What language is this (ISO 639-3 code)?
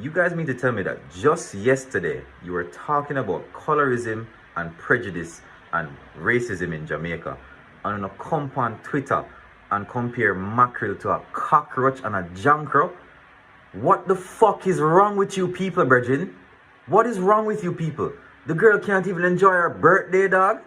jam